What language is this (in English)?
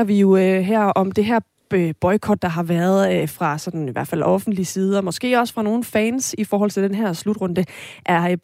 Danish